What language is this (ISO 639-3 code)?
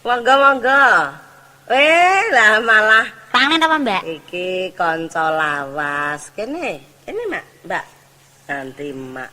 jav